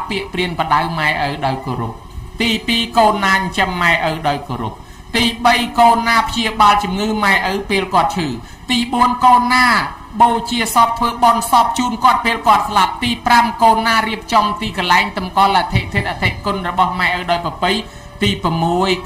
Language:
Khmer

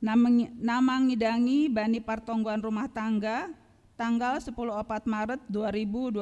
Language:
Batak Simalungun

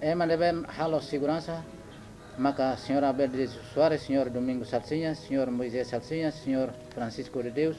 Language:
Tetum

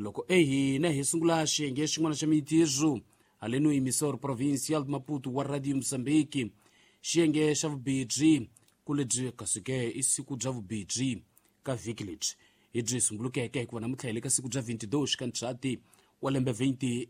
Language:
Tsonga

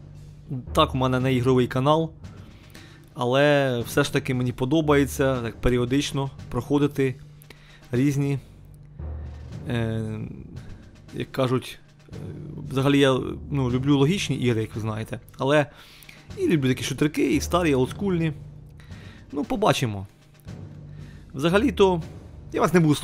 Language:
Ukrainian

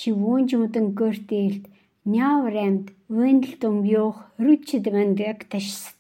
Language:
Khanty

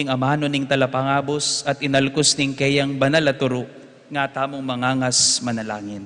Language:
Pampanga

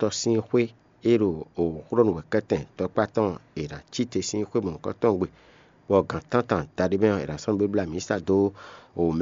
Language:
Fon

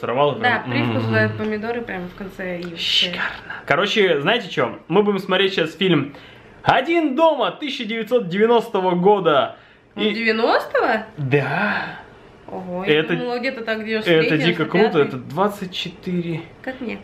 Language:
Russian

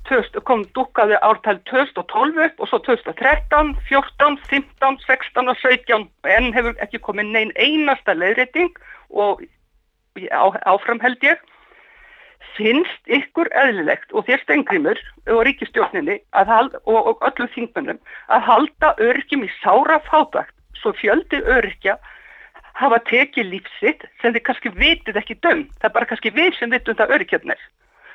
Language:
Icelandic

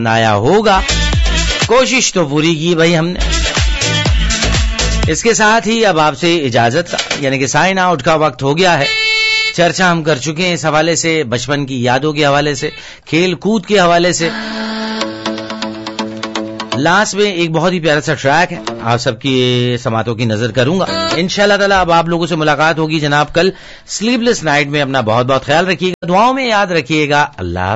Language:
Urdu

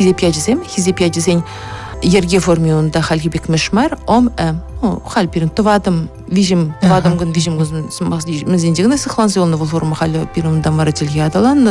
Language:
Chuvash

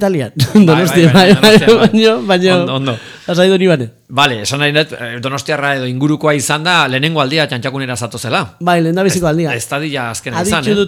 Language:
Basque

